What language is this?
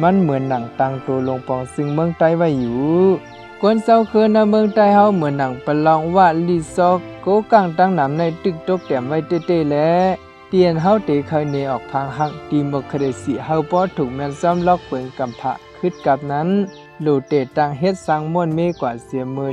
Shan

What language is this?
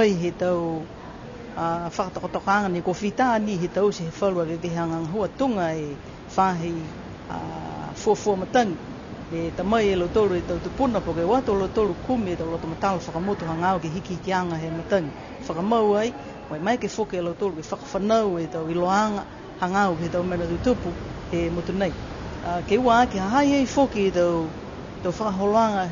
Niuean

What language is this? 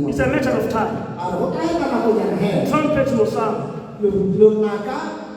Tswana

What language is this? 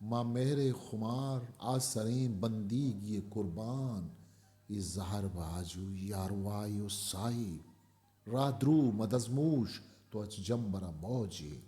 Eastern Balochi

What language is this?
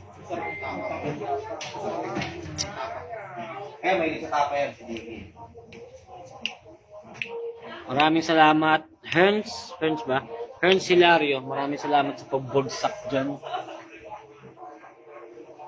Filipino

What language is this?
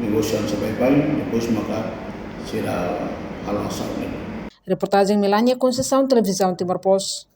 Tetum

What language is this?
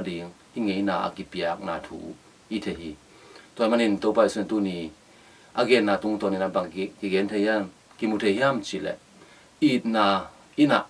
Tedim Chin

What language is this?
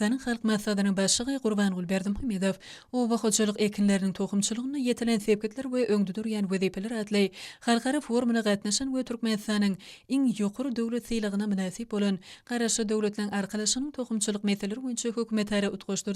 Turkmen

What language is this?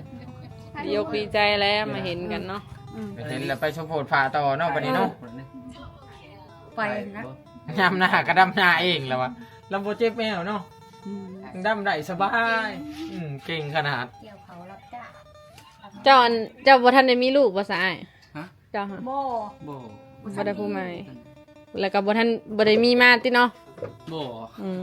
Lao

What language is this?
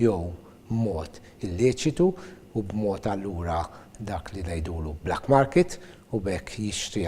Maltese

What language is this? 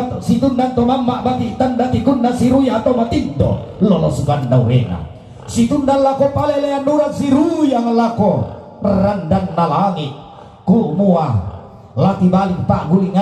Toraja-Sa'dan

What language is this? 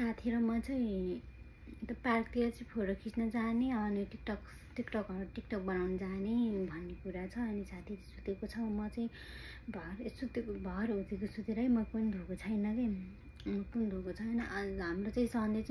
Nepali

